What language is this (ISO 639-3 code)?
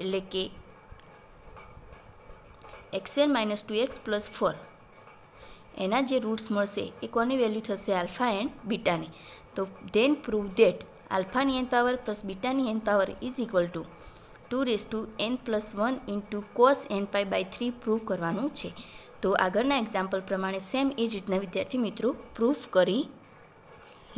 guj